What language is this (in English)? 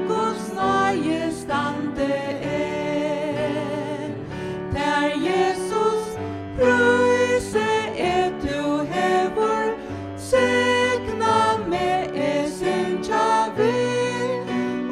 Faroese